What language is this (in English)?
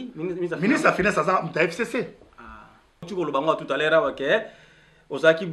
Lingala